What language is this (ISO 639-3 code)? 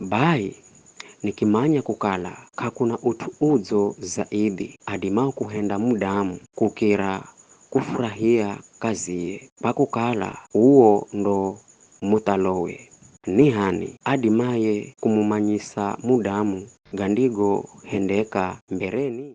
nyf